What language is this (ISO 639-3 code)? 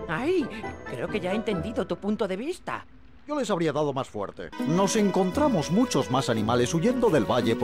spa